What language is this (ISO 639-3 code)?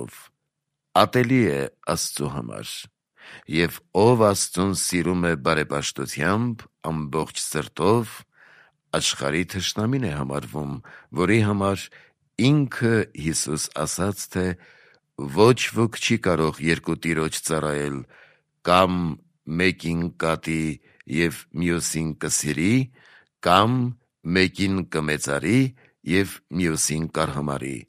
hye